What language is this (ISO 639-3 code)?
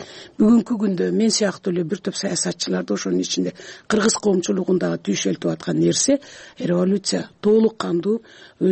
kir